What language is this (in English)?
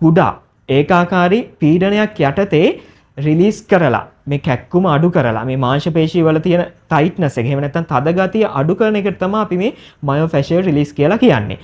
Sinhala